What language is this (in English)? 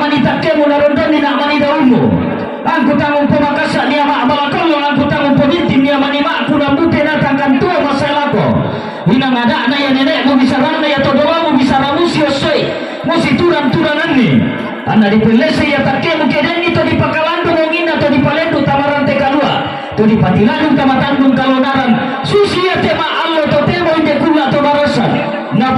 Toraja-Sa'dan